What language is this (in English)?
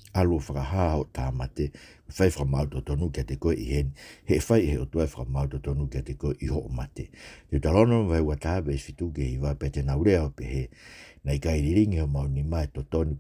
Tongan